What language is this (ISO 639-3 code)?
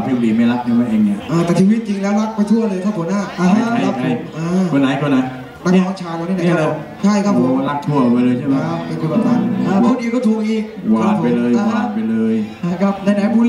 tha